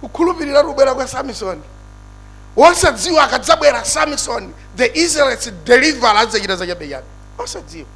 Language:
Nyanja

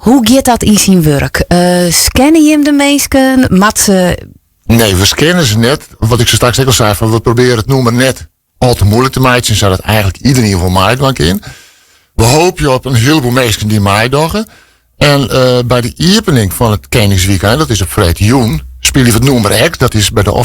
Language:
Western Frisian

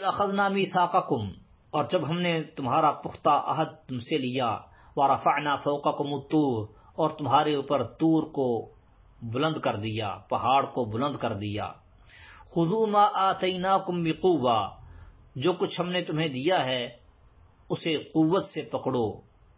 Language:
Urdu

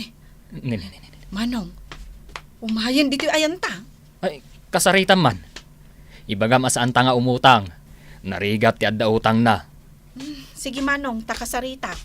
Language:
Iloko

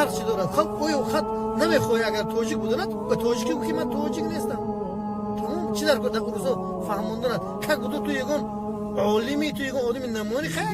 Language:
Tajik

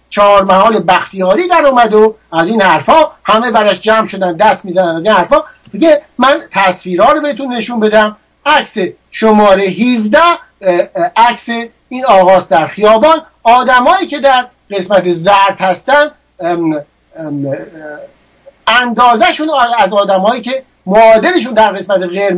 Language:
Persian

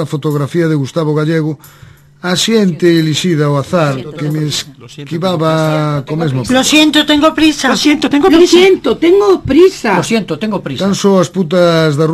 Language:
Galician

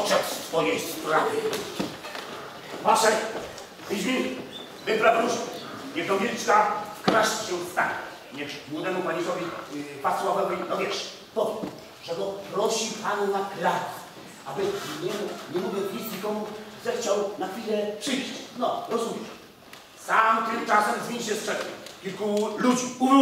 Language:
Polish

